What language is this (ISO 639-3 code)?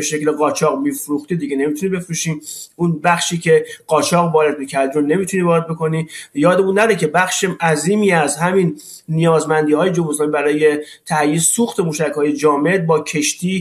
fas